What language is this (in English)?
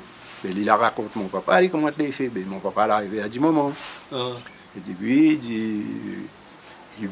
Réunion Creole French